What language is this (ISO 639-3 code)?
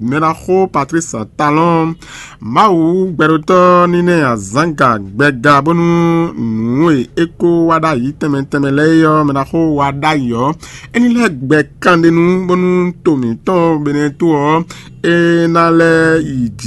fon